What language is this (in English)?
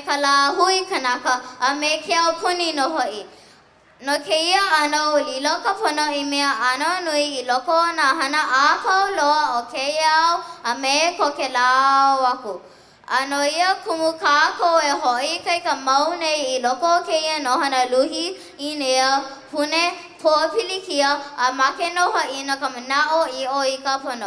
Hawaiian